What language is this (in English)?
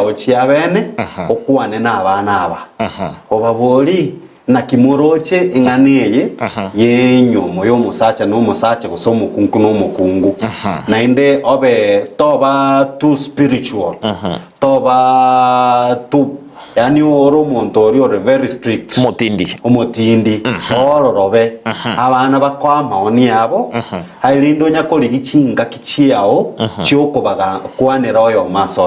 Gusii